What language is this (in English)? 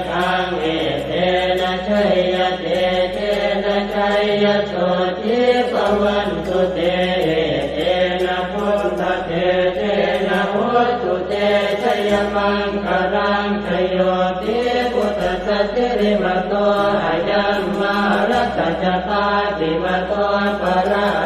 Pali